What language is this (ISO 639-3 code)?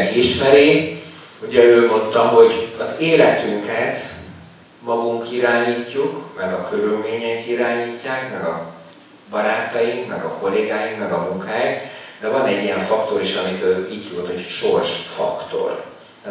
hun